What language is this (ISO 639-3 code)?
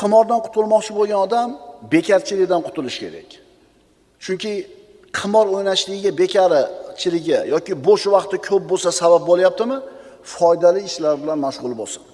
uzb